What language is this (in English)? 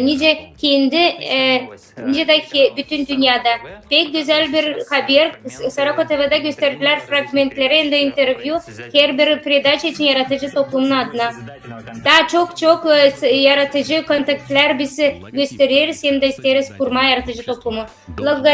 Gagauz